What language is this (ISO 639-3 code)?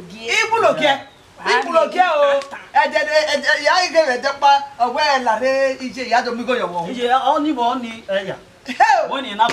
bin